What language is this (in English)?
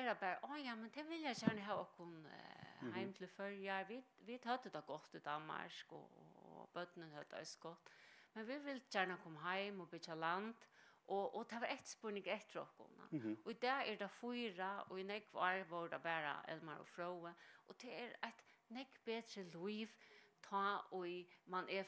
Faroese